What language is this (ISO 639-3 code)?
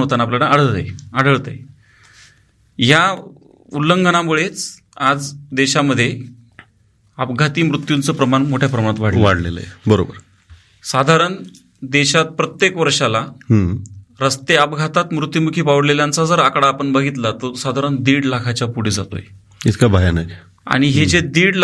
mar